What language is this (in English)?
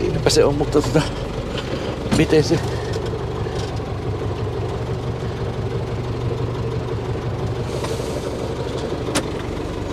Finnish